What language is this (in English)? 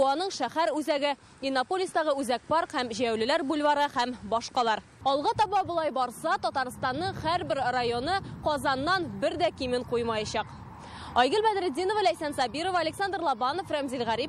Tatar